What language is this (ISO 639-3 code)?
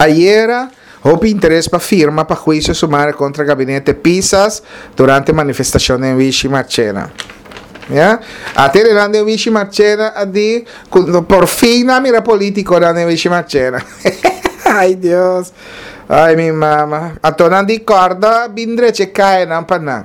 pap